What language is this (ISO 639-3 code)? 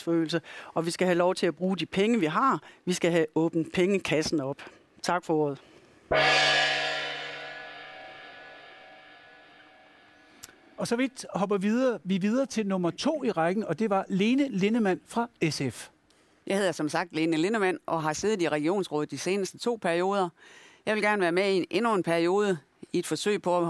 dan